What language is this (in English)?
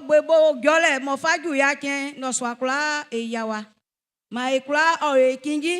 Baoulé